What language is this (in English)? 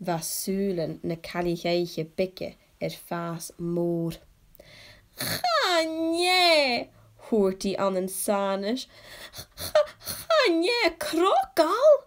Scottish Gaelic